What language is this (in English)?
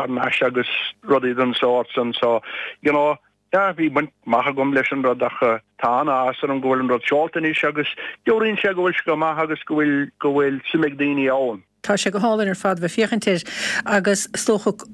Irish